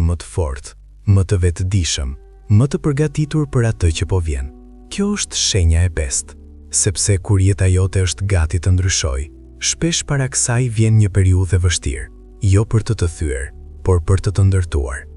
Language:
Albanian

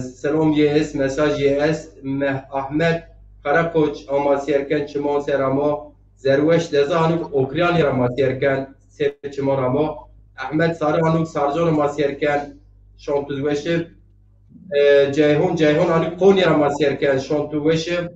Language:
Zaza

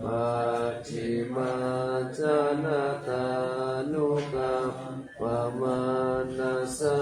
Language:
Pali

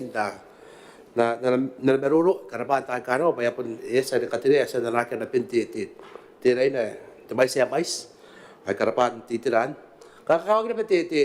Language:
Gilbertese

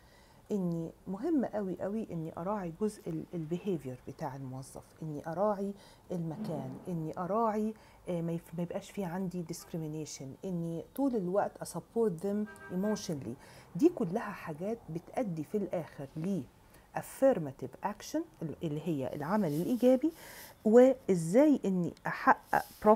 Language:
Egyptian Arabic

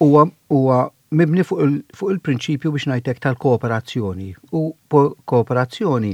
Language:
Maltese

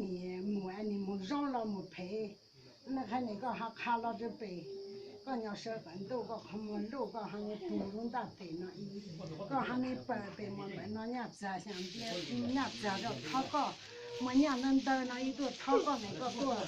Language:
Hmong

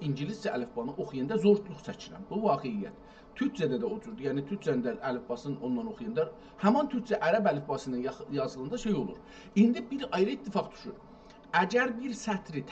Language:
South Azerbaijani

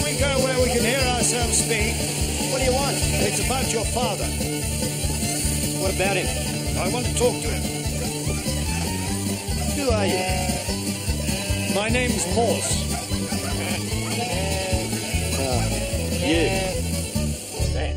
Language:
English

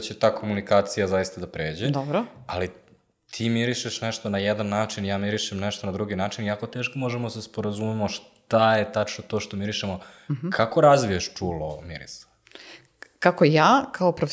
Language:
Serbian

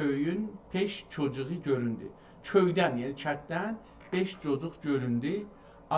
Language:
South Azerbaijani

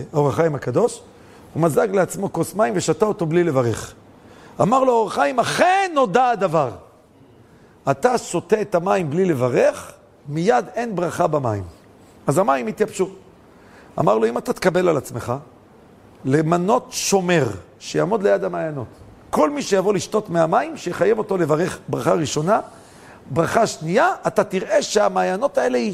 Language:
Hebrew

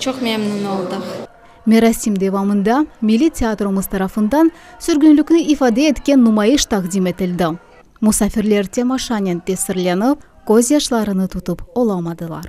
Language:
Crimean Tatar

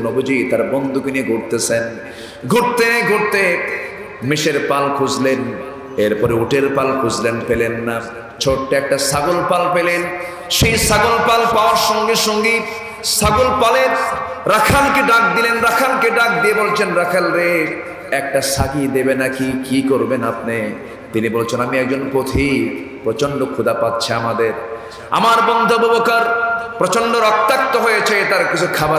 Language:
Bangla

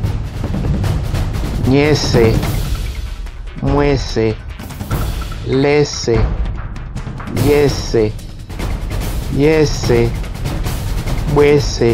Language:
Duala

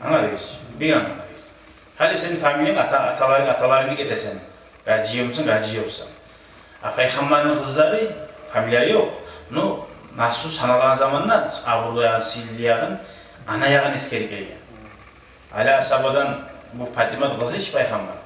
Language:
Kumyk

